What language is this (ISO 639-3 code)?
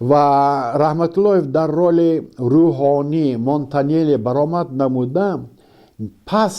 tgk